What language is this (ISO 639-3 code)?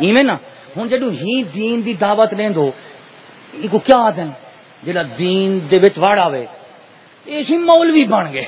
skr